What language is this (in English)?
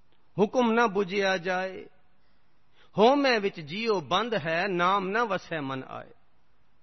Punjabi